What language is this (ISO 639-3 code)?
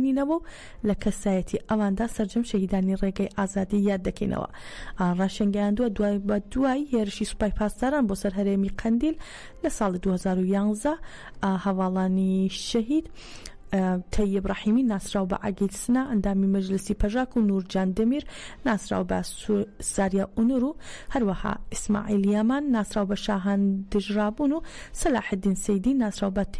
ckb